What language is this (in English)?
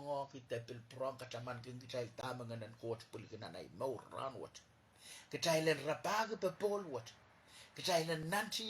Pohnpeian